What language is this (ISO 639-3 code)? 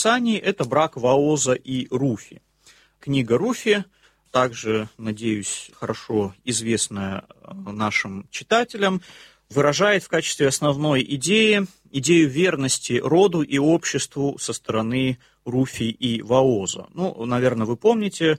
rus